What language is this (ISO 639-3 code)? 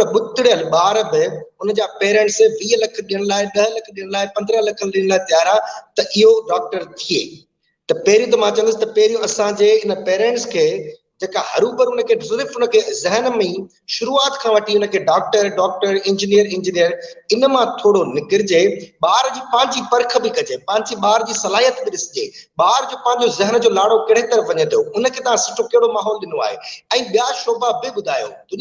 snd